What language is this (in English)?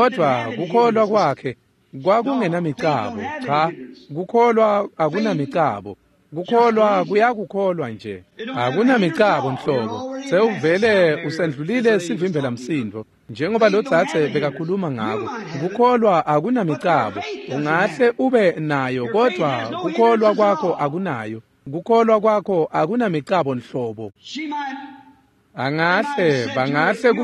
Swati